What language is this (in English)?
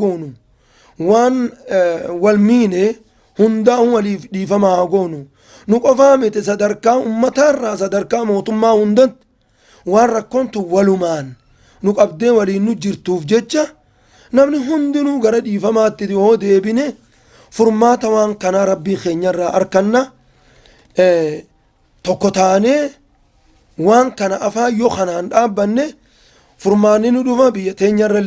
Oromo